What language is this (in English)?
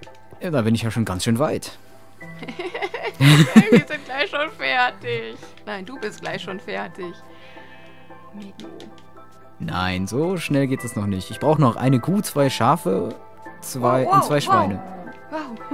German